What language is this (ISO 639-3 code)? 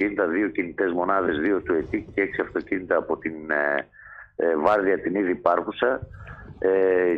ell